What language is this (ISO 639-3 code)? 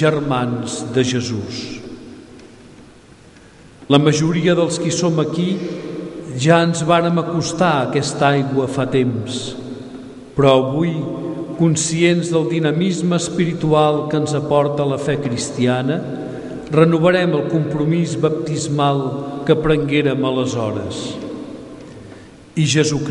cat